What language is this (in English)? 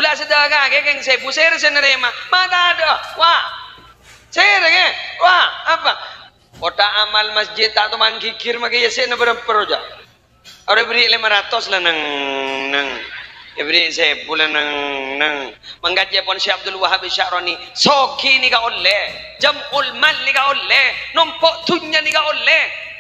Madurese